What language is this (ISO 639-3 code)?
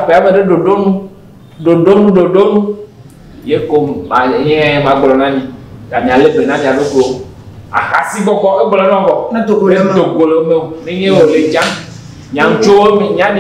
ewe